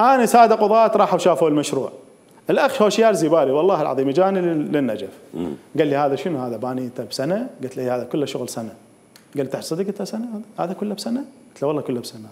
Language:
Mesopotamian Arabic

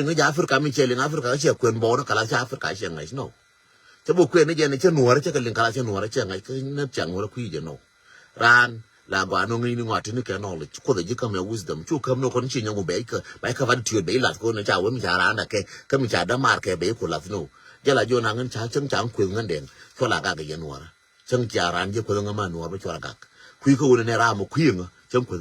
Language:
Nuer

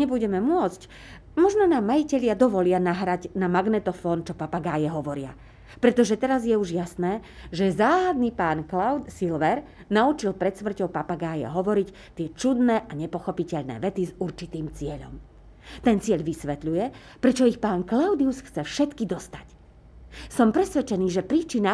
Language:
Slovak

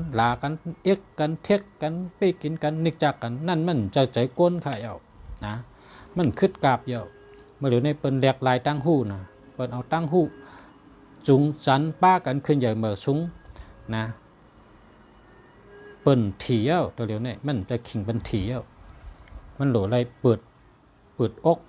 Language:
Shan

